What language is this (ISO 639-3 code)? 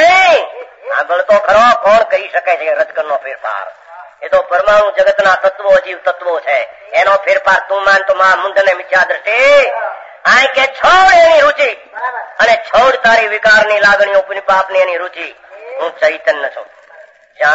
guj